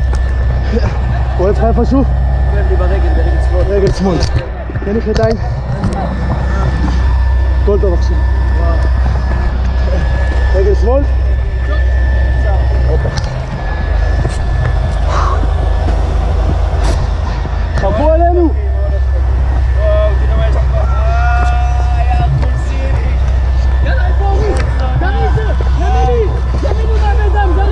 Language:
Hebrew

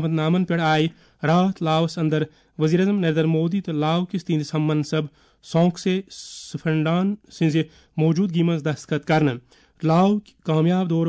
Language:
Kashmiri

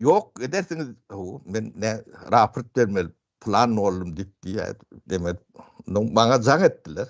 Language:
Turkmen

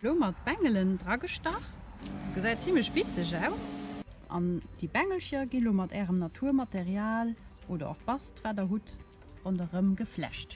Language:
Luxembourgish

